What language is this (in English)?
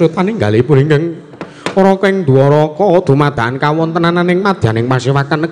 Javanese